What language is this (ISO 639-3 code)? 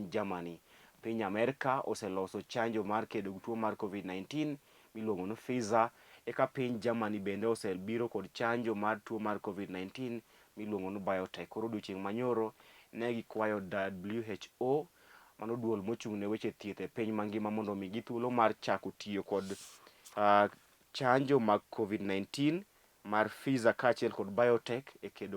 luo